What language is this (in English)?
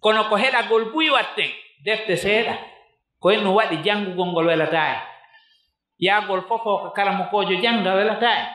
Fula